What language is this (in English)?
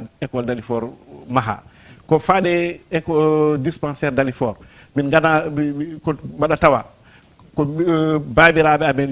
Fula